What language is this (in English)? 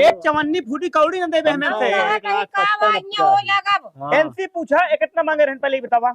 Awadhi